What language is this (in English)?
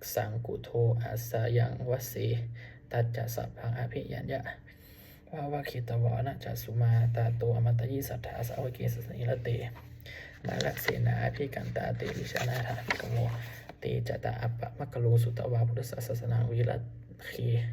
Pali